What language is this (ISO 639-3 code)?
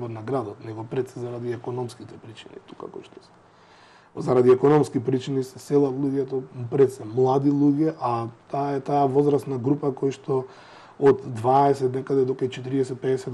mkd